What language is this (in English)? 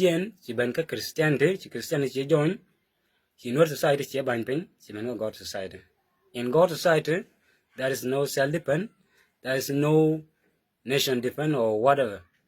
Nuer